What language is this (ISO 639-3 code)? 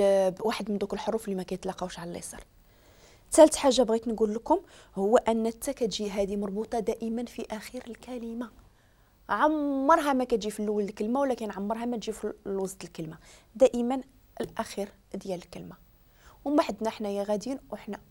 ary